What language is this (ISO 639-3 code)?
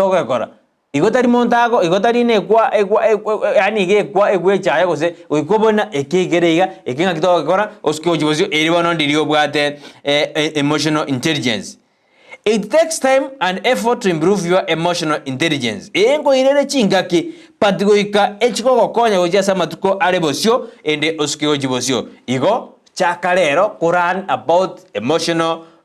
guz